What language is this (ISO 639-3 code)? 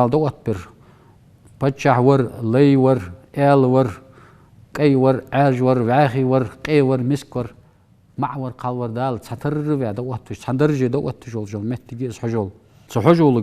inh